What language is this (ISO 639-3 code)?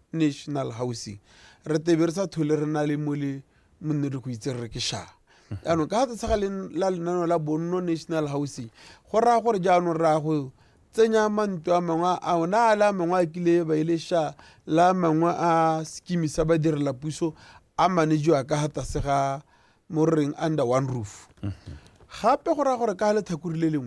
tsn